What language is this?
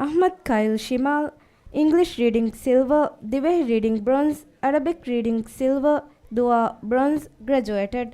Divehi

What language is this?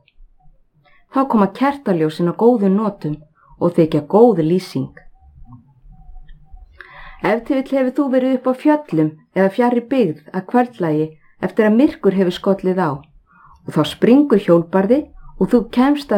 Icelandic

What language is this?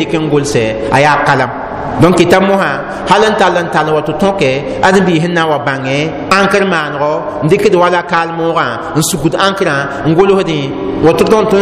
Mossi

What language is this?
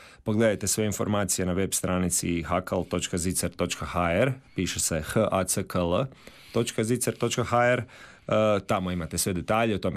Croatian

